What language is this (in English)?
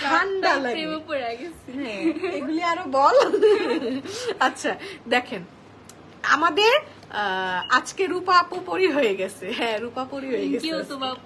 Bangla